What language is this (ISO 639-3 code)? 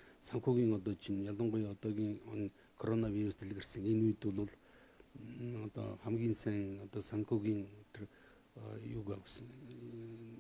mon